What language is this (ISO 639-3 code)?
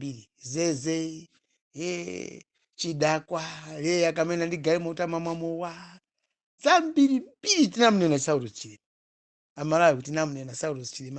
nya